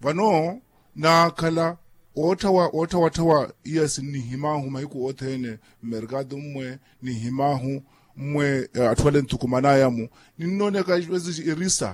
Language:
Makhuwa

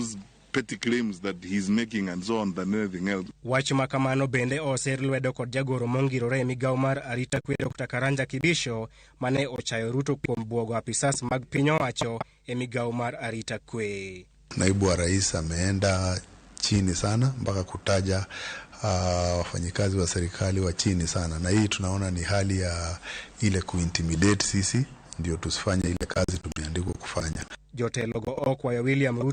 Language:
Luo (Kenya and Tanzania)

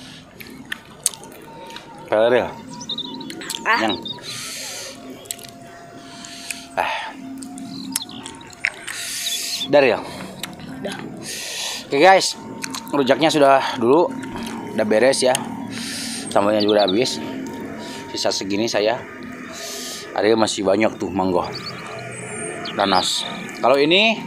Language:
Indonesian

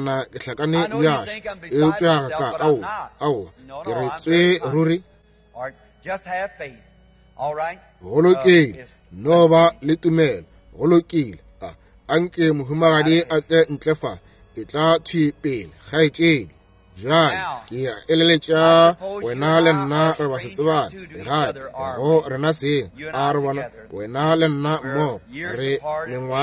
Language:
Northern Sotho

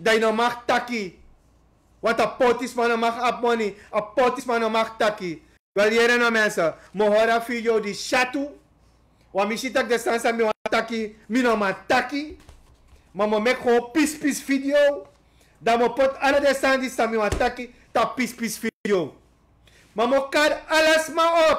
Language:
Sranan Tongo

